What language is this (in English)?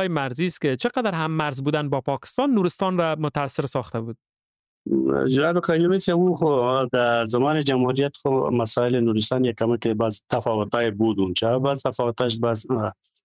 Persian